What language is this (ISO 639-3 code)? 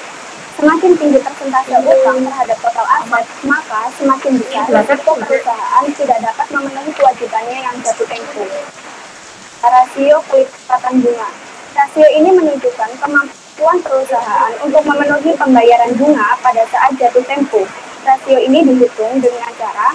ind